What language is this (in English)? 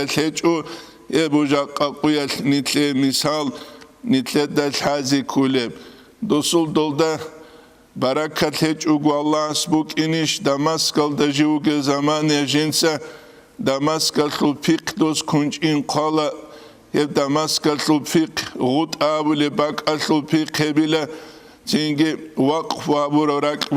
Avaric